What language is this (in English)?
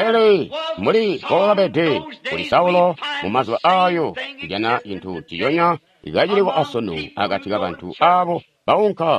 Tonga (Zambia)